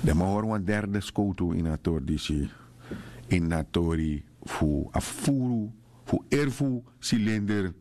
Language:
Sranan Tongo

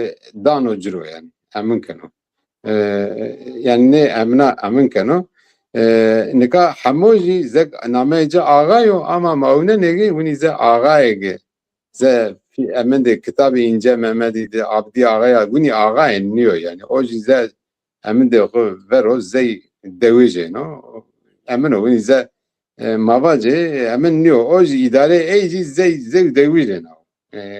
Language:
Zaza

